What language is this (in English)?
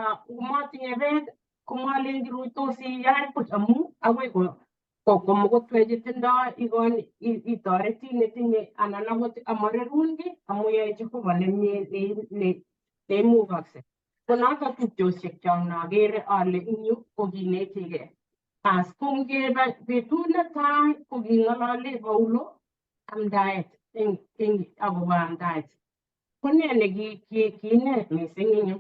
Kalenjin